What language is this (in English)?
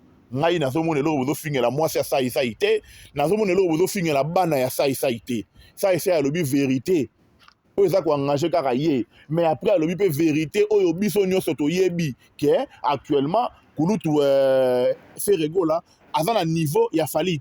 Lingala